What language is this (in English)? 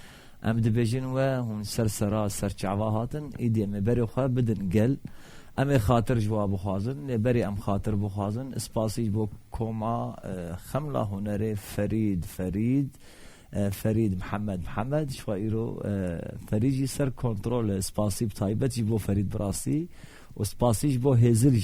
Kurdish